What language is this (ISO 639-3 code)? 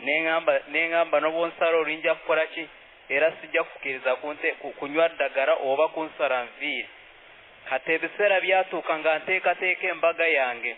lug